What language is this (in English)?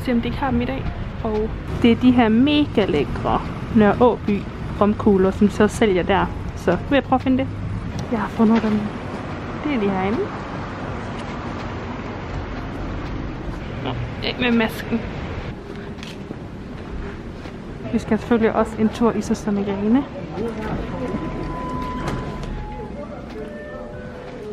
Danish